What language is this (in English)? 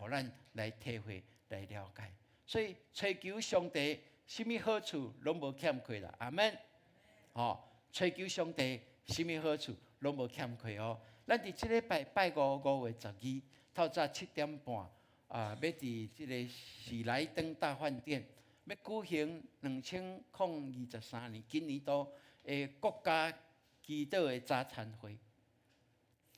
Min Nan Chinese